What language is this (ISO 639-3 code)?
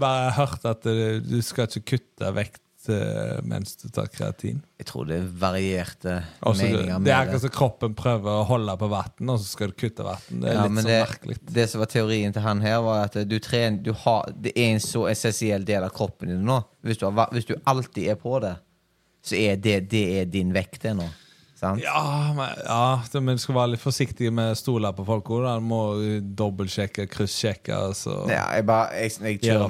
nor